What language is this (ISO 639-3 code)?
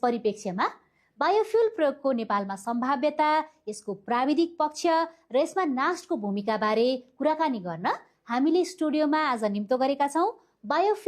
nep